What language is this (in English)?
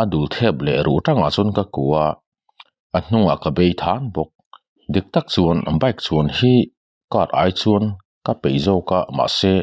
Mizo